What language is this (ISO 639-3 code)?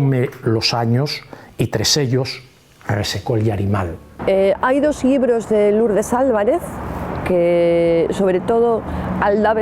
ast